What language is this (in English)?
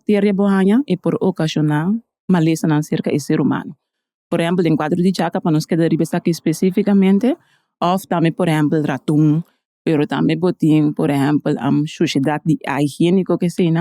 Papiamento